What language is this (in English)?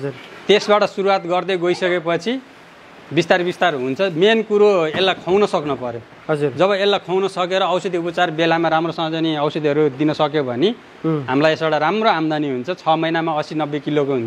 Nepali